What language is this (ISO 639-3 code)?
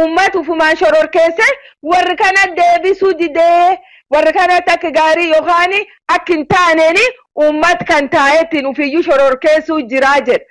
orm